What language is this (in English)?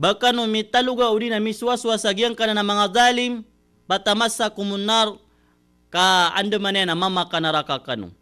Maranao